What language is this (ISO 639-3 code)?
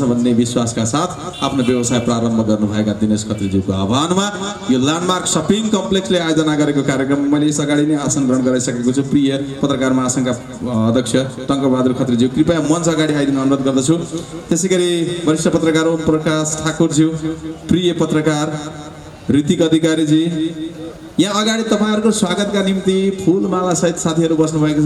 nep